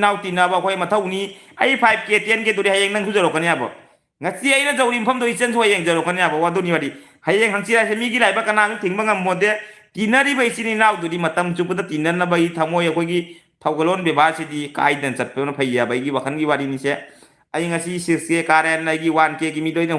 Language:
Manipuri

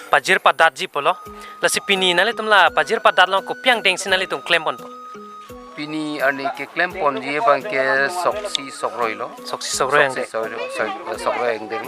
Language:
Karbi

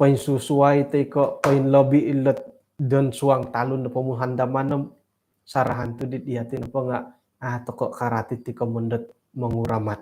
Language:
Central Dusun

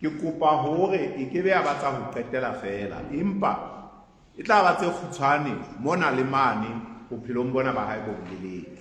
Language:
Southern Sotho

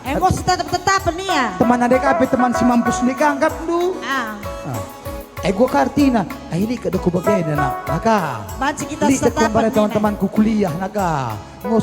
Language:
Batak Karo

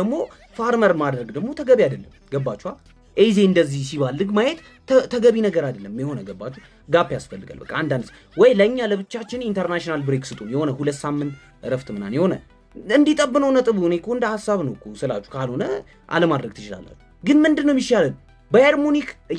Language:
Amharic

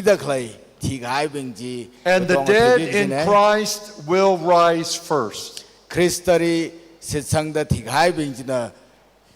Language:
Tangkhul Naga (India)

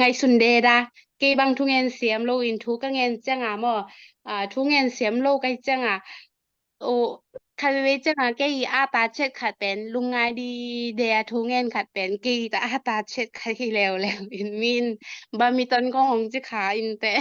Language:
Tedim Chin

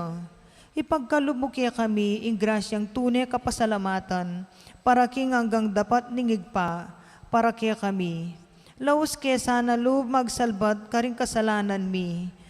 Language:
Pampanga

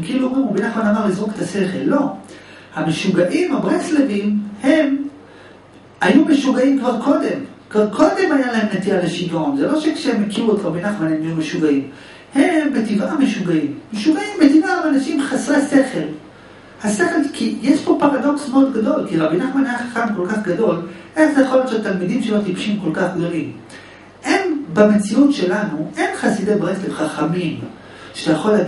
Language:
Hebrew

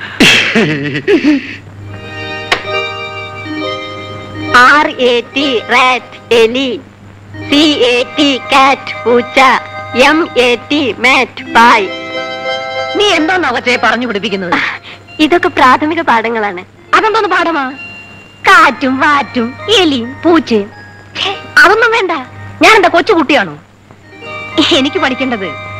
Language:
Malayalam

